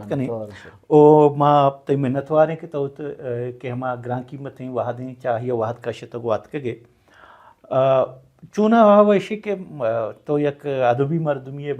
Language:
Baluchi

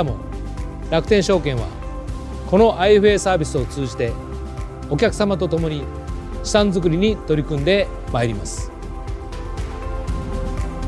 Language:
Japanese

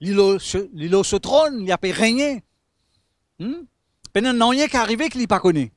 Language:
Morisyen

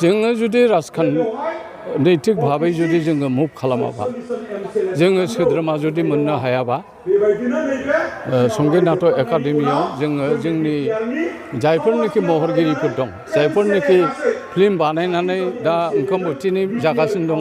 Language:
Bodo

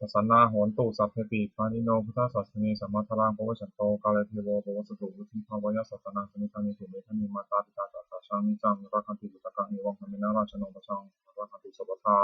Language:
Pali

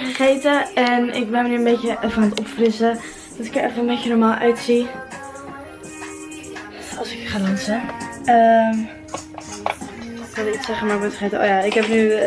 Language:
Dutch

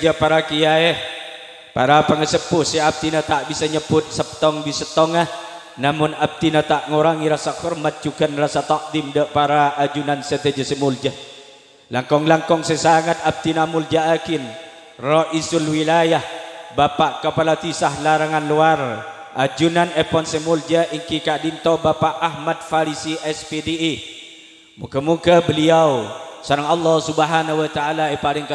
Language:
Madurese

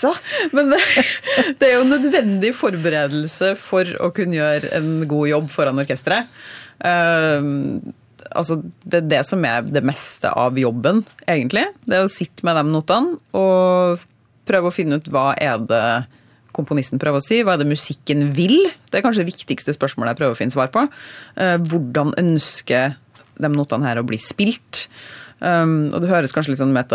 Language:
Norwegian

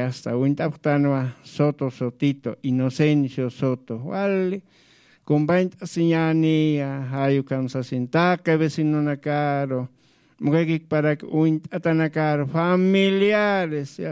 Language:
Aymara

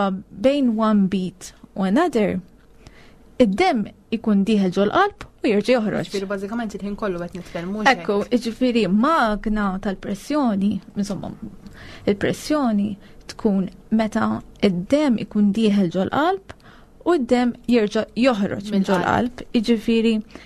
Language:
Maltese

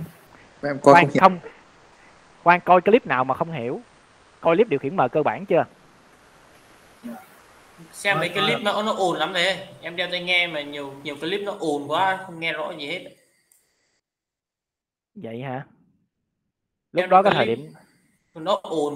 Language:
Vietnamese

